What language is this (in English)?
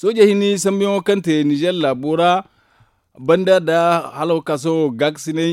Zarma